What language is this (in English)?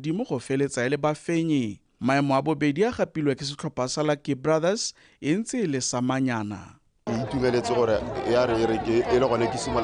Tswana